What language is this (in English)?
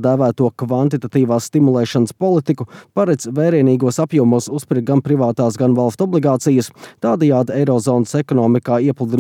Latvian